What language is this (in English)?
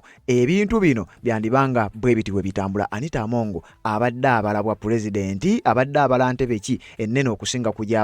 Ganda